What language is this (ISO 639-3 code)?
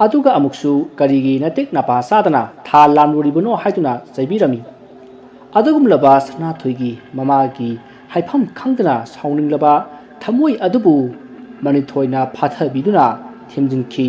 mni